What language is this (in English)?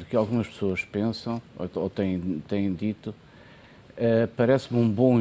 Portuguese